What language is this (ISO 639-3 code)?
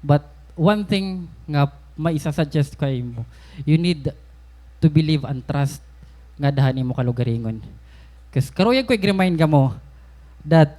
war